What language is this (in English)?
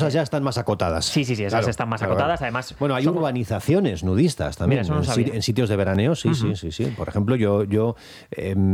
Spanish